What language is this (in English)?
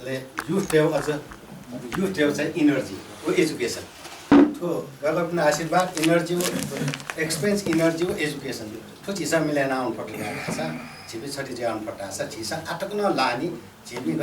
Newari